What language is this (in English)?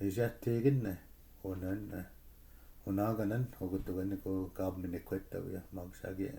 Chippewa